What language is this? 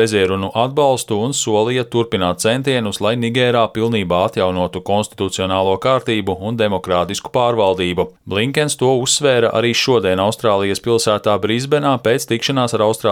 Latvian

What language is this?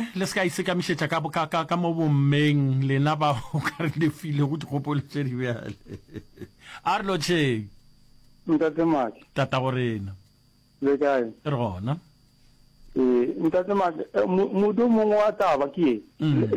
Northern Sotho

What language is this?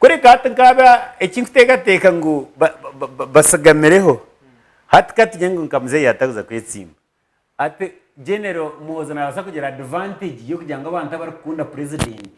Nyankole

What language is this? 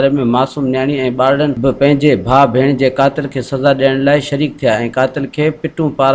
Sindhi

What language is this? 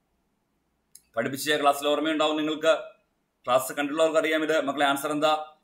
Malayalam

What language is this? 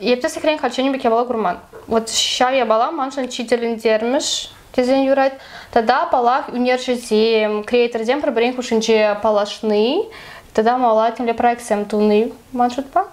Chuvash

